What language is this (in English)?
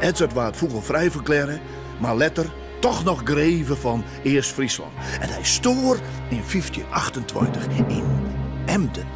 Western Frisian